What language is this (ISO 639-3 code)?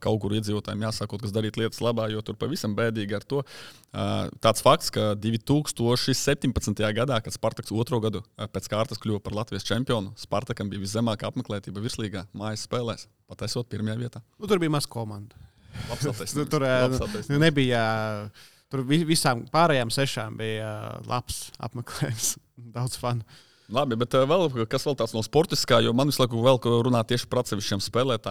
lav